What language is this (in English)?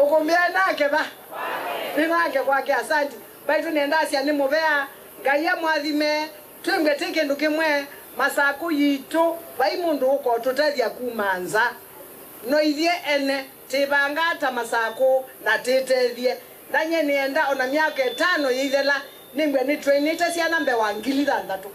Kamba